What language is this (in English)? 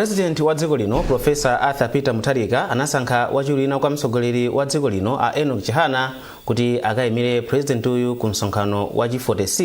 Nyanja